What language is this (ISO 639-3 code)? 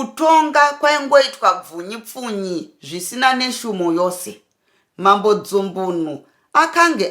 sna